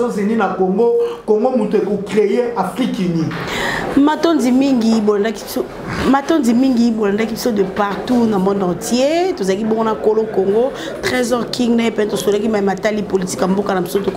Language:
Lingala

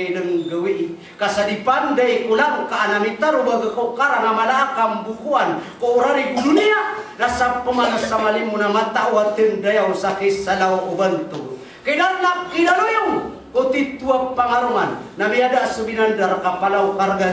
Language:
Maranao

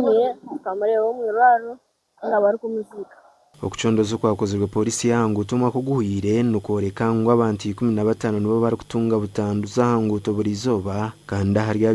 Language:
Nyankole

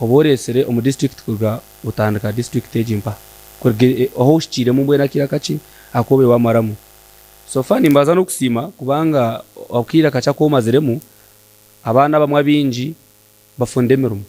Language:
Nyankole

